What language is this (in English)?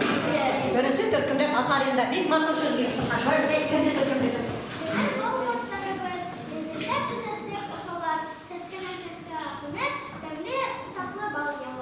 Bashkir